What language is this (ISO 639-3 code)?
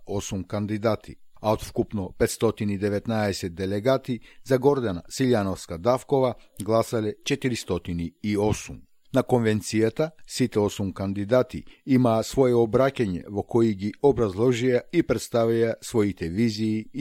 mkd